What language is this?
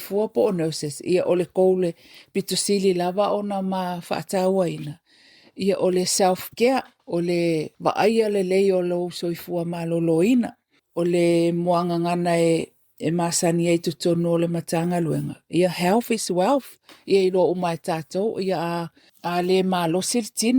Samoan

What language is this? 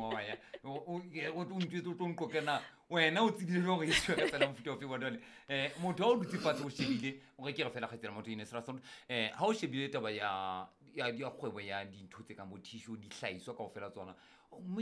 Southern Sotho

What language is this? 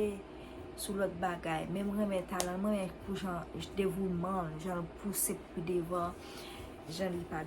Haitian Creole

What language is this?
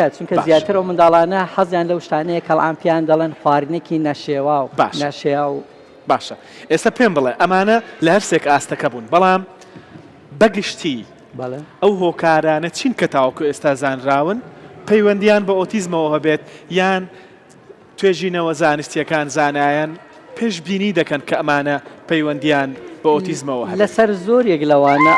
Central Kurdish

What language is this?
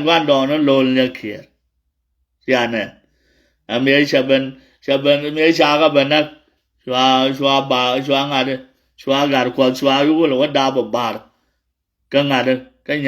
Nuer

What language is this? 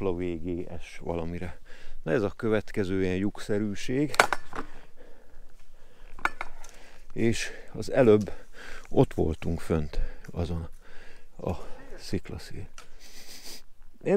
Hungarian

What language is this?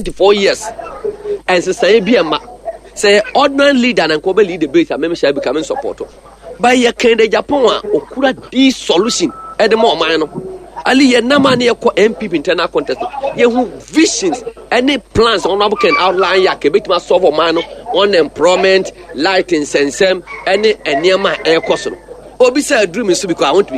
Akan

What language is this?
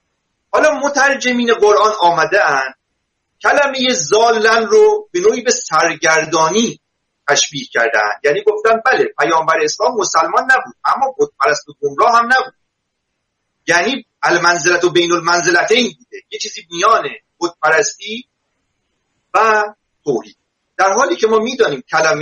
Persian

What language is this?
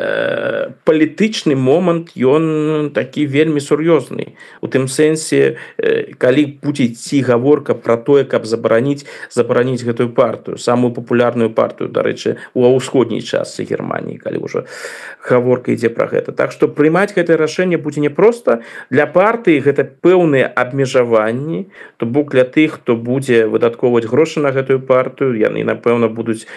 Belarusian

